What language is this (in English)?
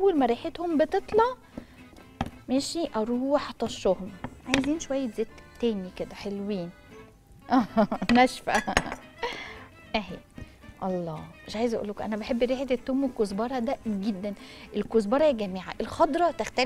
Egyptian Arabic